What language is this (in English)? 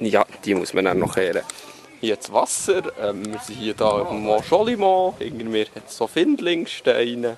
Swiss German